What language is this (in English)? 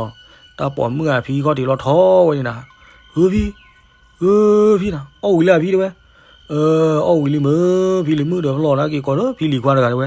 S'gaw Karen